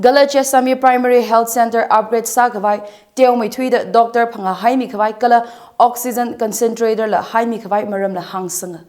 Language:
Tangkhul Naga (India)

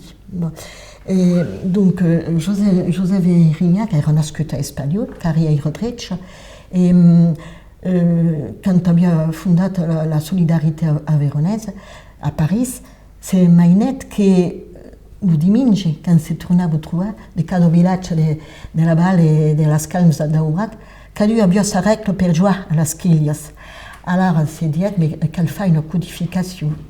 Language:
Occitan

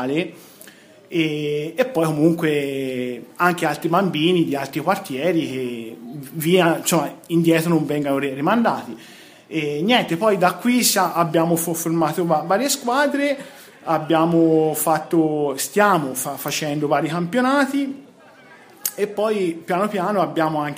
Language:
Italian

